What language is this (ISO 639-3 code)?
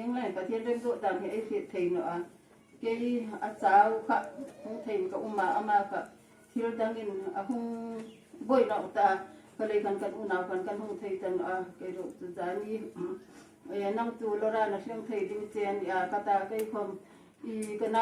hmr